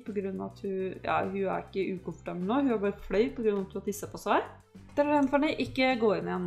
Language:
Norwegian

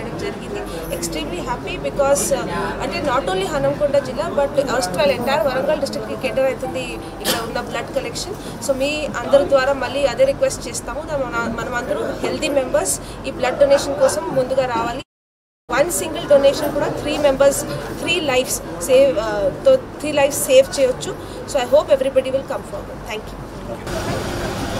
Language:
Telugu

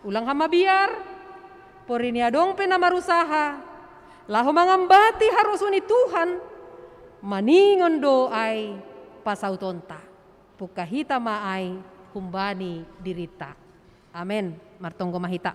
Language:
Batak Simalungun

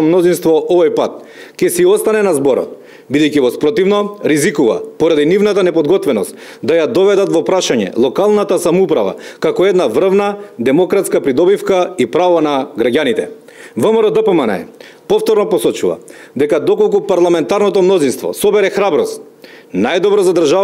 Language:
Macedonian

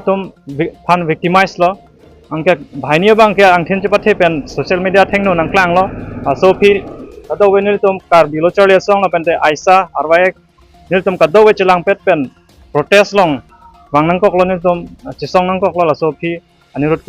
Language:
Karbi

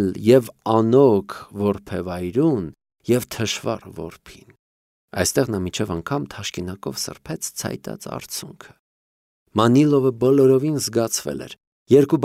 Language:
Armenian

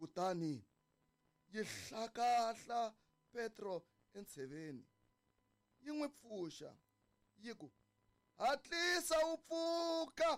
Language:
Tsonga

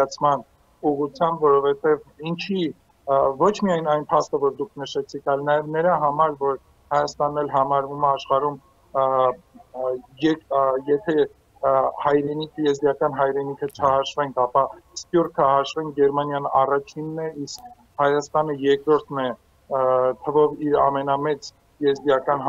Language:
Armenian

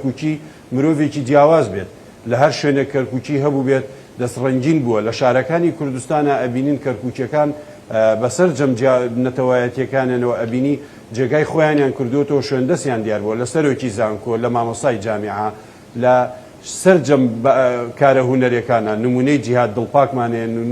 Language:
Central Kurdish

